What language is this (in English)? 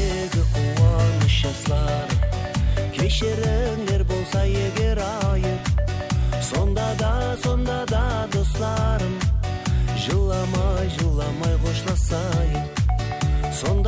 Kara-Kalpak